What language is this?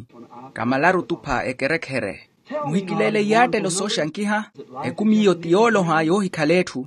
Makhuwa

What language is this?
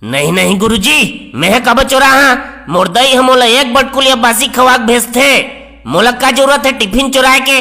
Chhattisgarhi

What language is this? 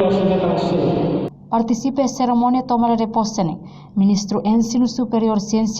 Tetum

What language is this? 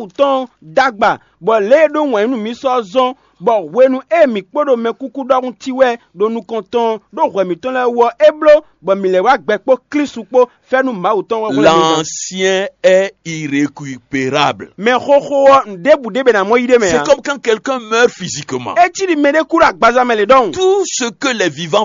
Fon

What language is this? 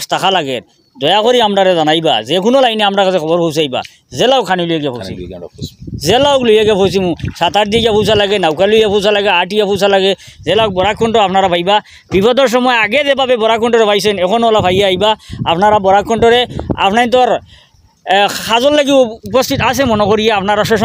Sylheti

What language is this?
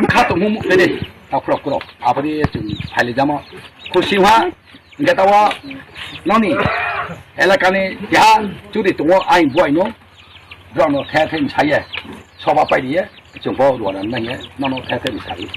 Riang (India)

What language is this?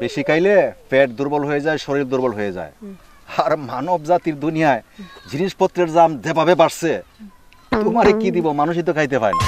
Sylheti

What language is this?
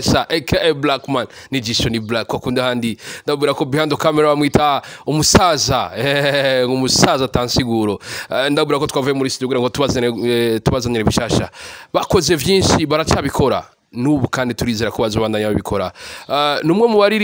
Rundi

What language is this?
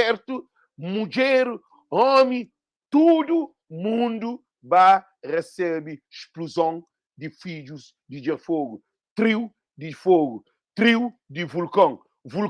Kabuverdianu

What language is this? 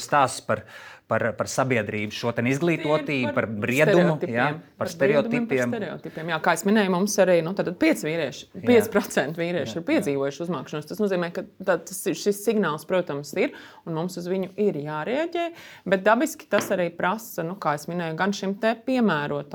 Latvian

